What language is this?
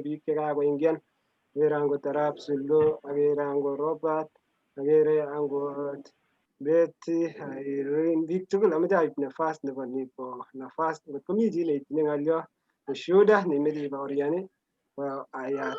Kalenjin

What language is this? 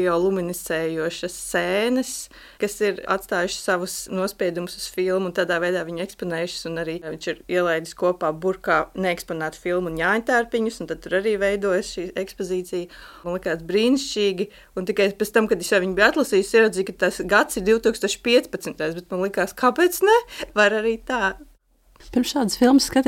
Latvian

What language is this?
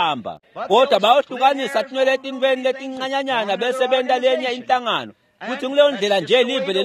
Swati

